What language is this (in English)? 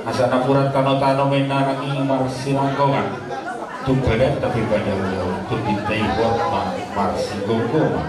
Batak Toba